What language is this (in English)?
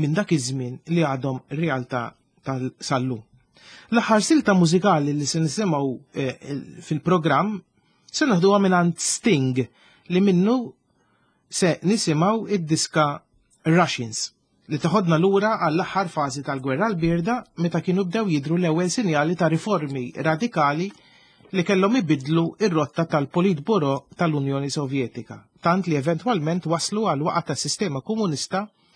Maltese